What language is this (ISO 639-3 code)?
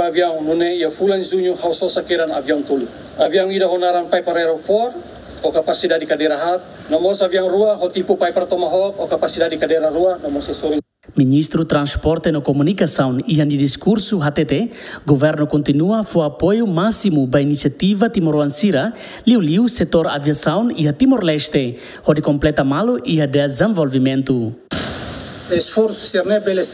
tet